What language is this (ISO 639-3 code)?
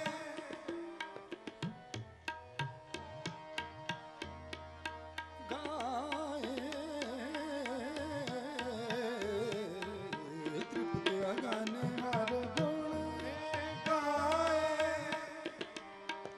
pan